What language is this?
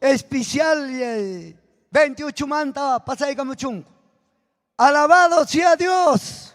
Ayacucho Quechua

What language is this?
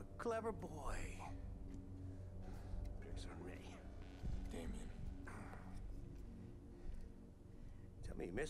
Czech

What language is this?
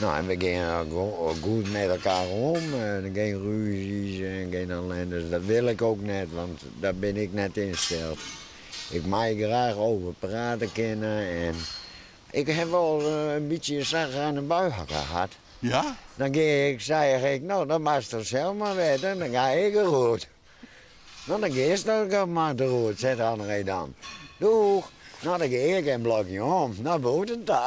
Western Frisian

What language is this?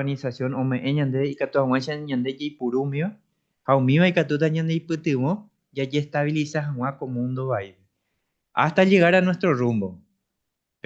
Guarani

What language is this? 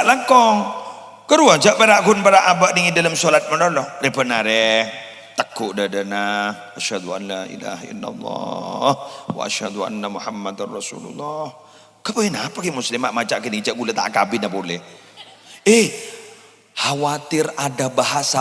Madurese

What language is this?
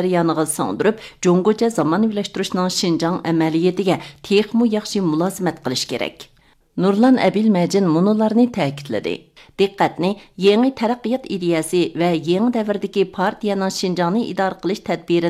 Uyghur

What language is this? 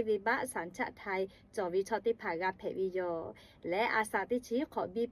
Lahu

